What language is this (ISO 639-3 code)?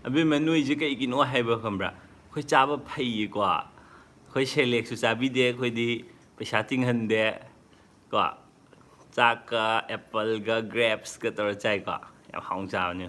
mni